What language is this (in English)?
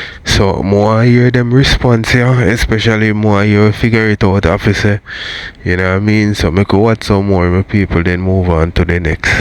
Jamaican Creole English